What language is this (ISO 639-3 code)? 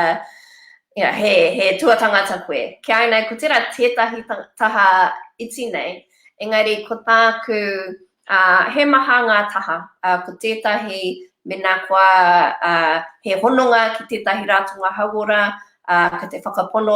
mri